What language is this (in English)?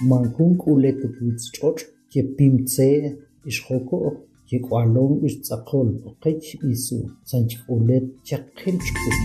Tektiteko